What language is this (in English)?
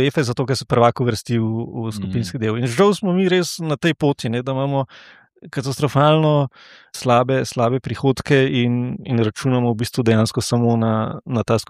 Slovenian